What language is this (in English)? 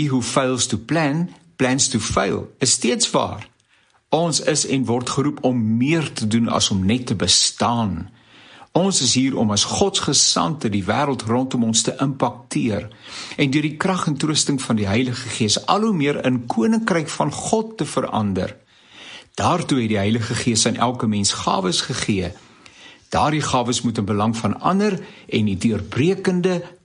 Afrikaans